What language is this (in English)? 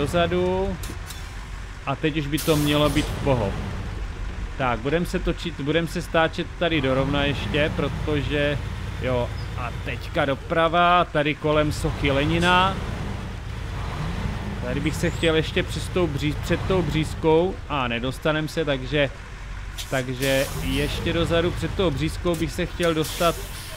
Czech